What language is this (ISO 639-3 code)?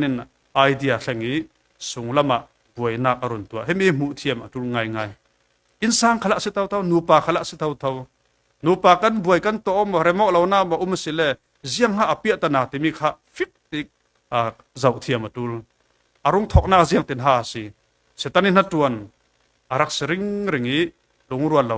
cfm